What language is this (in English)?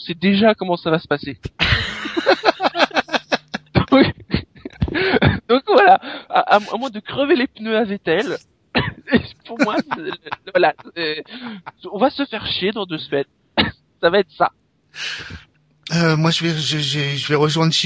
French